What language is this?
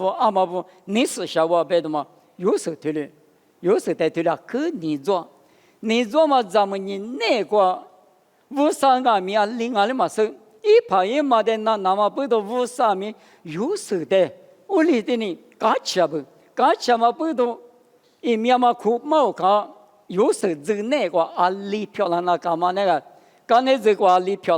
Lisu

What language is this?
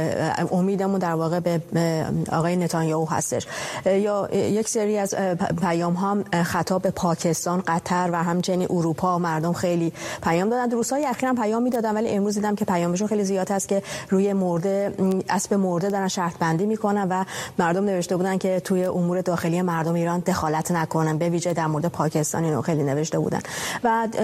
Persian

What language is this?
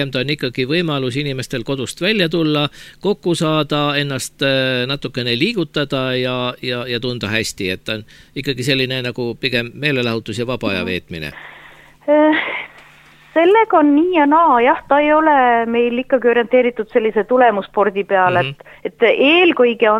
Estonian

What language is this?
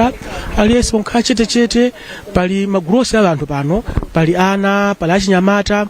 Nyanja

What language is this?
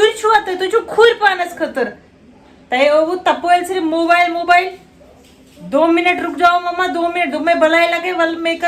Kashmiri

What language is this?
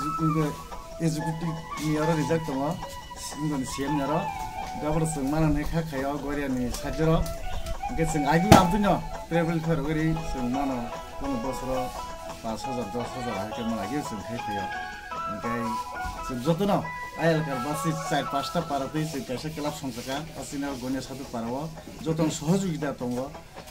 Kok Borok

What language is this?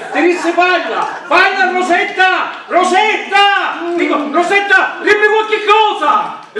Sicilian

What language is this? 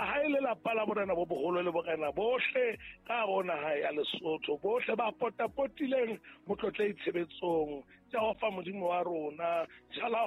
Southern Sotho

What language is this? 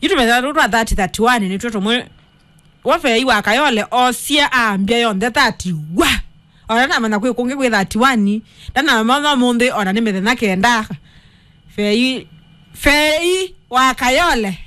Kamba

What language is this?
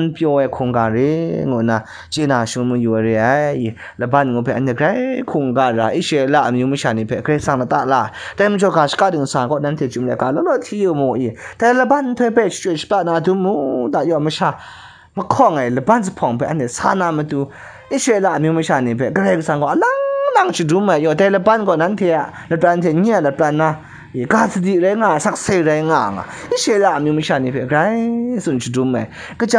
Kachin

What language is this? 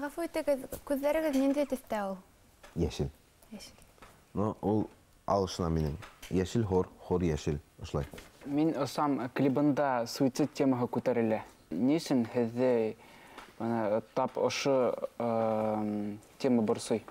Bashkir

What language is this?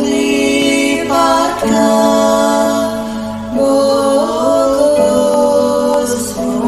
Konkani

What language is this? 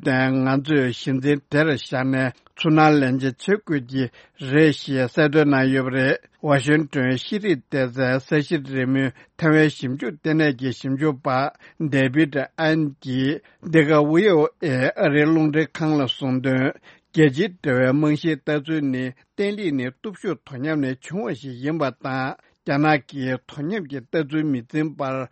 Tibetan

